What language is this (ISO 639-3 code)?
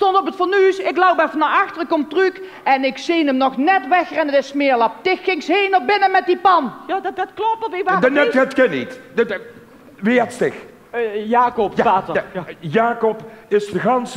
lim